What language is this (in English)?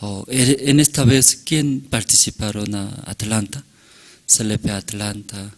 Aymara